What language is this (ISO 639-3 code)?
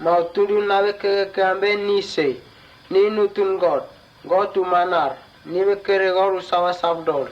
mtt